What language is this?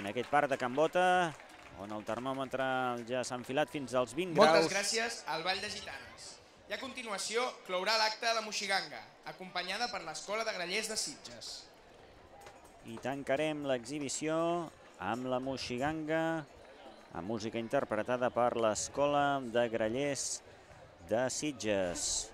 Catalan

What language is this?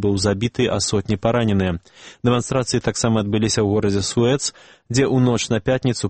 Belarusian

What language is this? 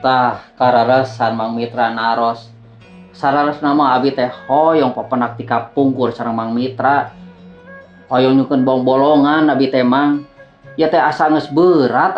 Sundanese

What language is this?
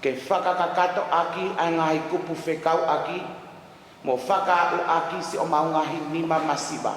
Tongan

